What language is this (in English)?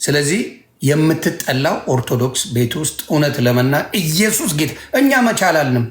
Amharic